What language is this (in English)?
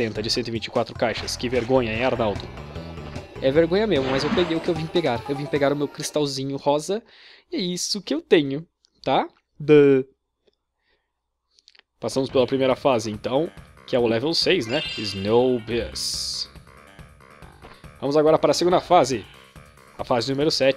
Portuguese